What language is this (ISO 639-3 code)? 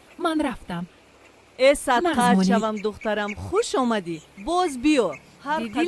tgk